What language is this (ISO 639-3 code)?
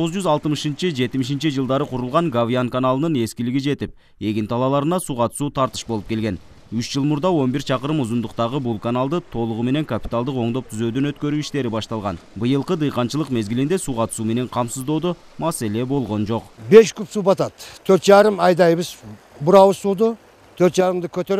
kir